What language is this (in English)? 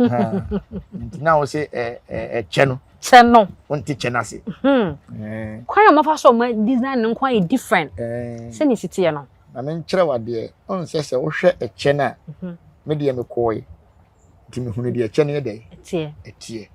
Akan